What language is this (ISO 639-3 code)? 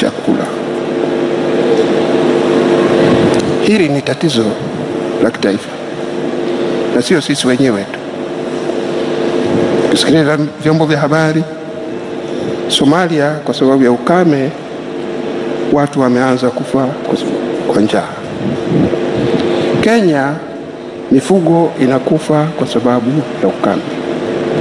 swa